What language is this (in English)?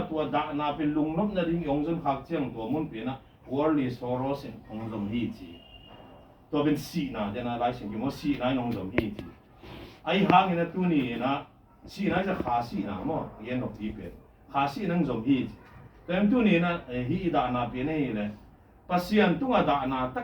Tedim Chin